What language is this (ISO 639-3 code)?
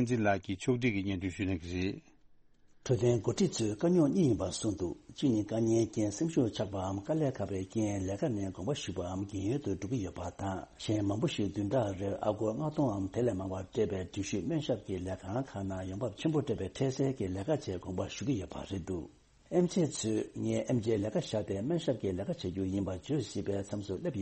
bod